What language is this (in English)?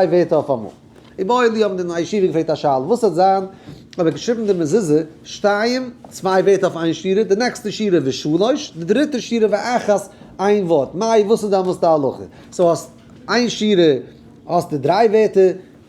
Yiddish